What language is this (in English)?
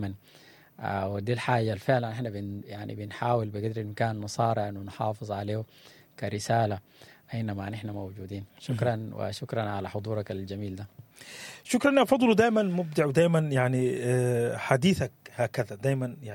Sudanese Arabic